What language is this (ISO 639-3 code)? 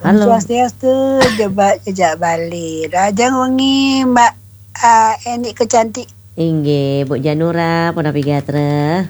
ban